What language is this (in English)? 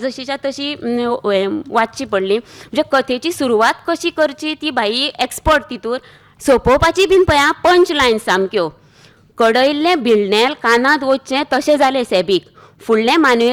Konkani